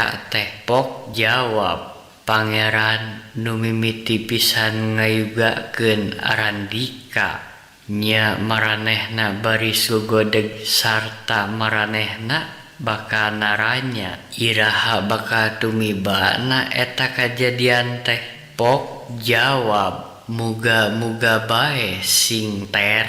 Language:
Sundanese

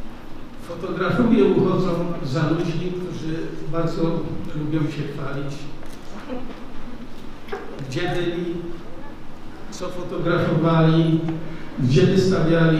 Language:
Polish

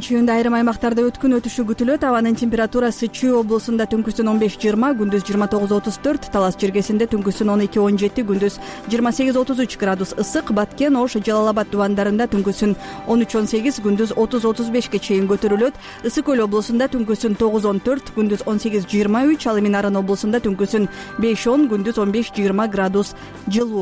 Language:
Kyrgyz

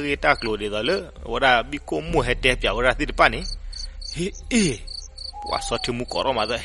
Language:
S'gaw Karen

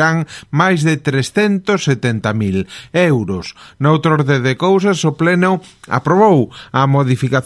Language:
Galician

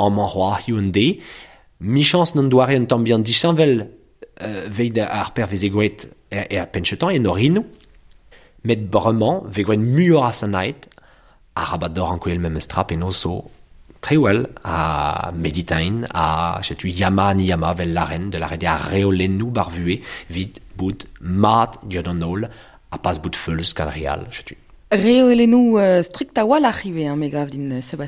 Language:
Breton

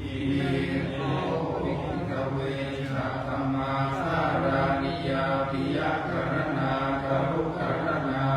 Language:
Pali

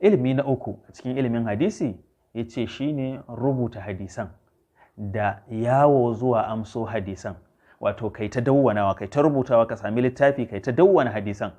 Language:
Hausa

